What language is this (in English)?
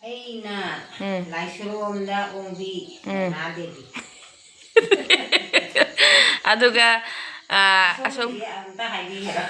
Manipuri